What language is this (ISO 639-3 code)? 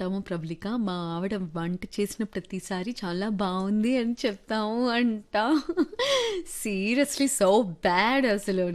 tel